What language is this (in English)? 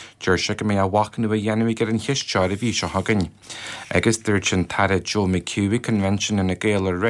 Irish